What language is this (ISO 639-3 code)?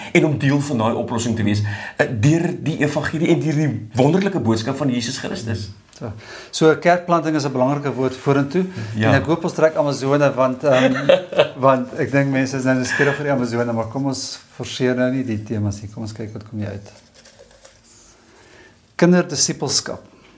afr